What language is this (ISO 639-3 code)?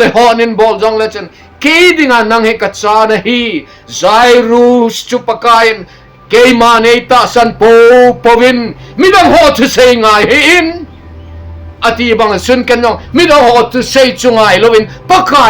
tcz